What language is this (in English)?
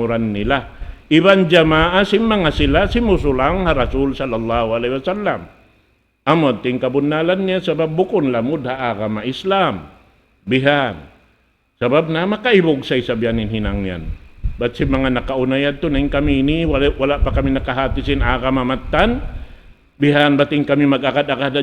Tausug